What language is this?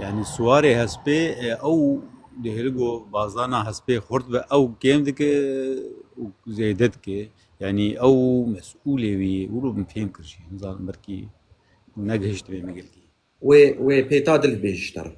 Kurdish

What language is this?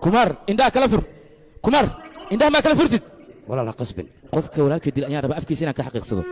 Somali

